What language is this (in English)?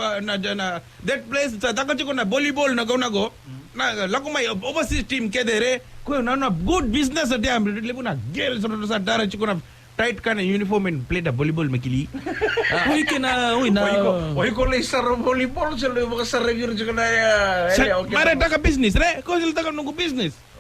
Fijian